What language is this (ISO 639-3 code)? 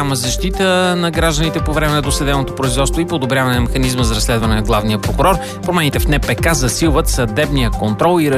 bul